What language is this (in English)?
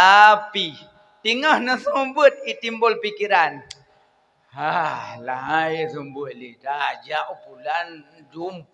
Achinese